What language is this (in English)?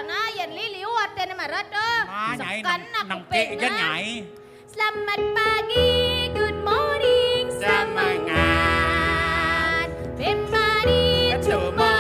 Balinese